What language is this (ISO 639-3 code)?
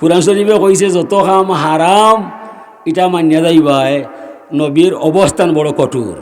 syl